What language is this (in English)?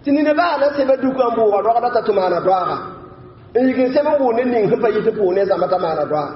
Mossi